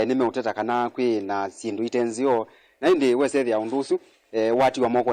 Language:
Kamba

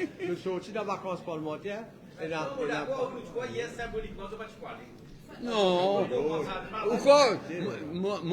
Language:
Morisyen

